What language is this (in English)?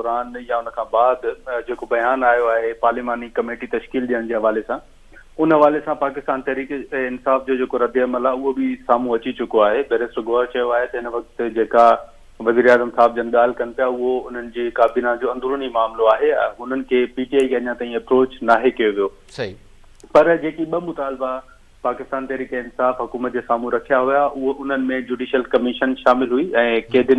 Sindhi